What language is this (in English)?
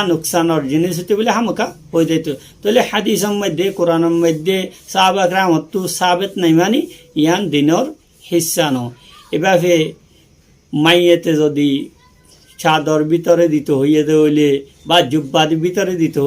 Rohingya